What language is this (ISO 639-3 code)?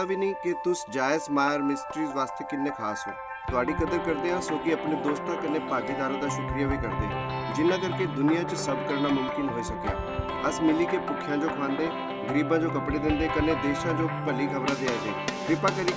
doi